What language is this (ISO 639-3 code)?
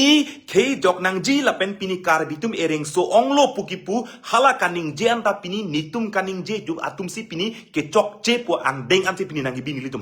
mjw